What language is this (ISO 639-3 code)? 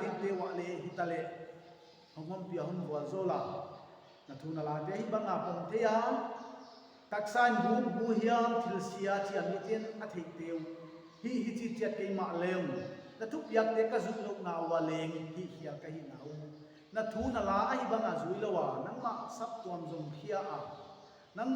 pck